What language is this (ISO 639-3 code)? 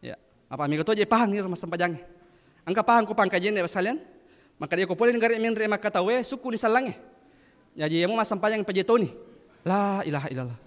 bug